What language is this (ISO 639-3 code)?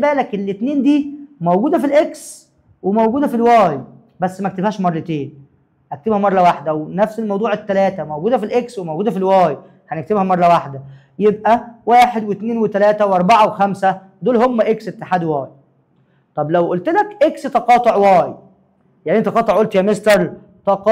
arz